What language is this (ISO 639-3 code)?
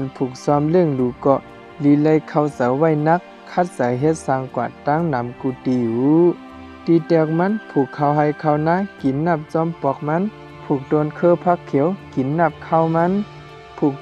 shn